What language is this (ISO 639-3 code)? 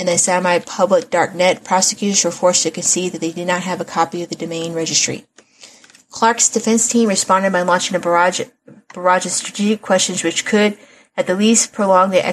eng